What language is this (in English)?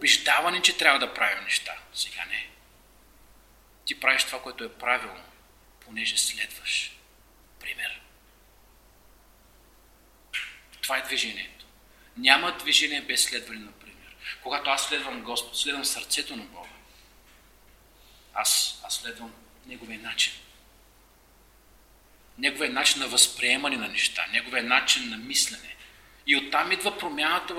Bulgarian